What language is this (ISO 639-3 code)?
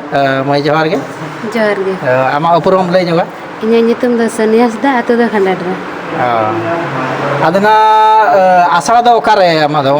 sat